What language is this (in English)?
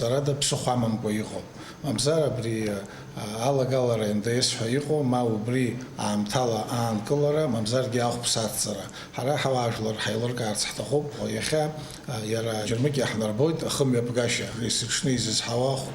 Abkhazian